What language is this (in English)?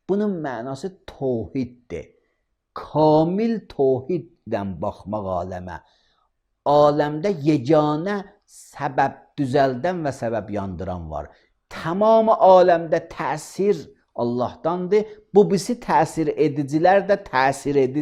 Azerbaijani